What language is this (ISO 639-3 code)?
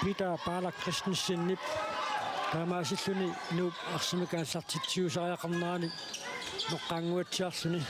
kal